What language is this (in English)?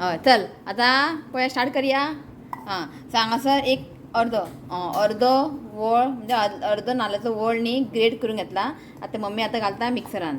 Konkani